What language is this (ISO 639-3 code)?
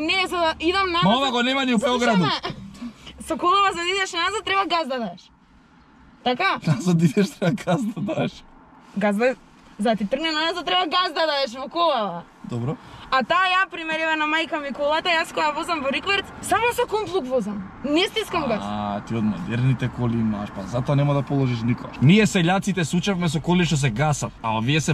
mkd